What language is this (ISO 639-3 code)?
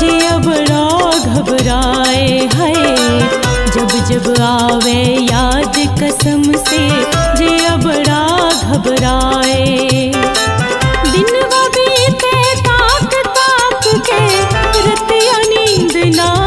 bho